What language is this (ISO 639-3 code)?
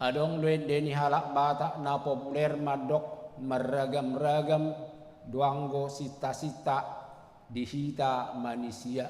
bbc